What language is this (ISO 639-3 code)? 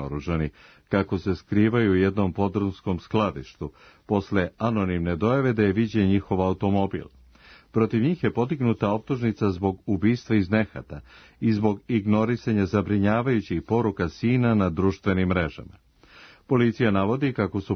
srp